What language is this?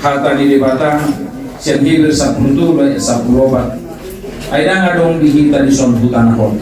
Batak Toba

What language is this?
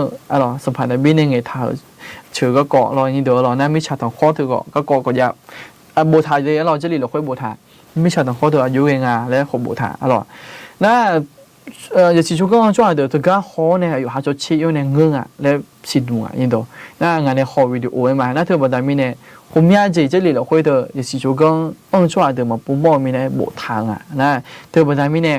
Akha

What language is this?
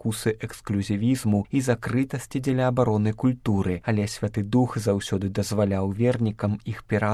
Belarusian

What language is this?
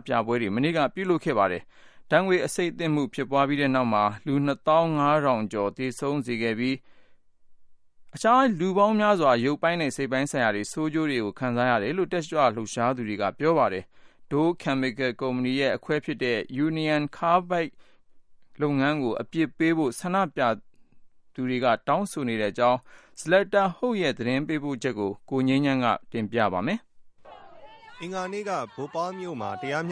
Burmese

